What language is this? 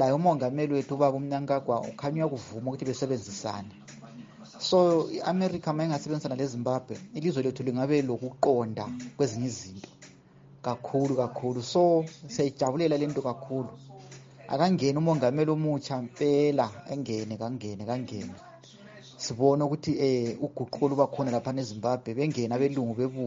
North Ndebele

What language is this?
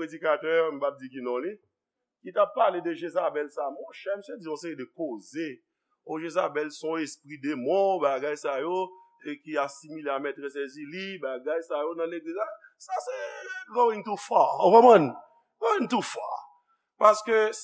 Haitian Creole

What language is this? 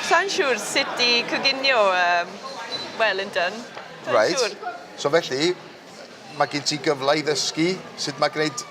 Welsh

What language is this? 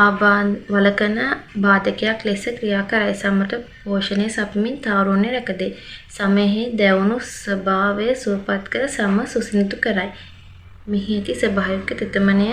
Sinhala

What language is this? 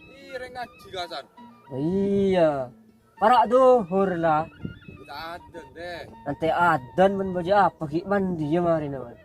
Madurese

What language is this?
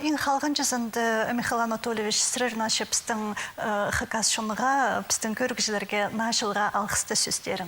Khakas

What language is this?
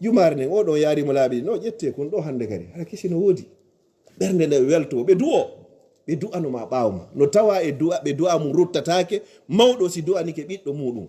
Fula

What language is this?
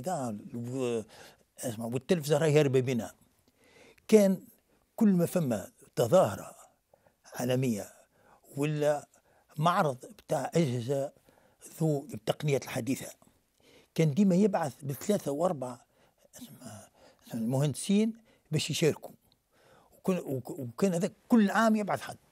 Tunisian Arabic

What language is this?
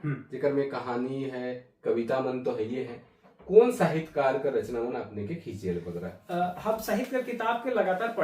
Sadri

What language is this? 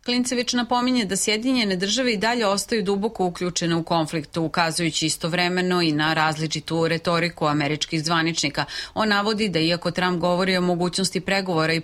Serbian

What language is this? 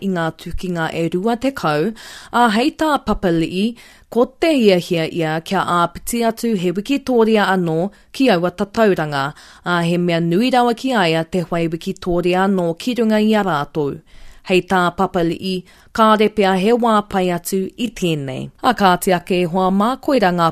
Māori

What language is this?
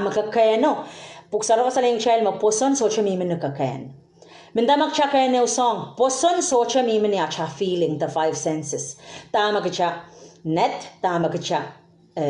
Pohnpeian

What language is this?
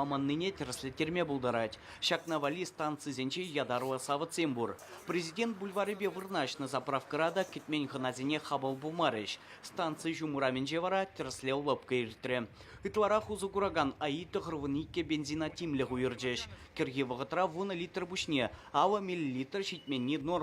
Chuvash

